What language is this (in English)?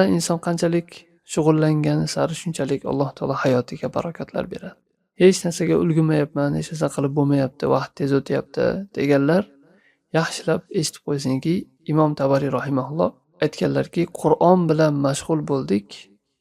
Uzbek